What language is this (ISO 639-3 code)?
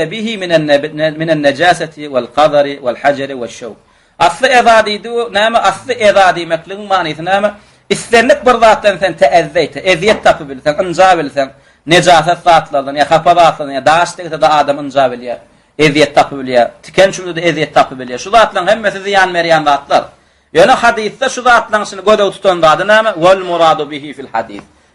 tuk